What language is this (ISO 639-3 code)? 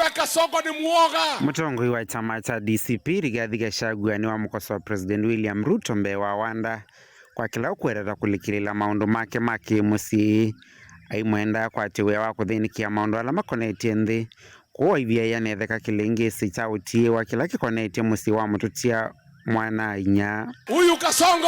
kam